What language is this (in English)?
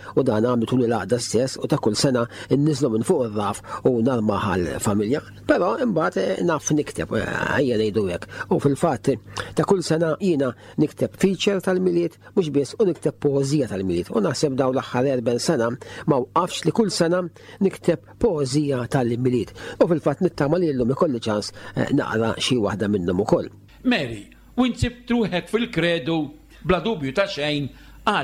Maltese